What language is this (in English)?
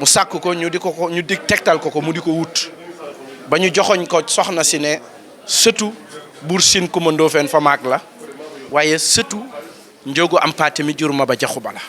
Wolof